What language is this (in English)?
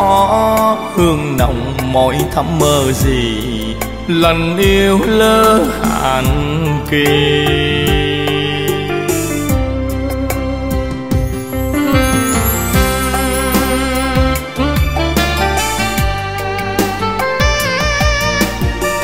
Vietnamese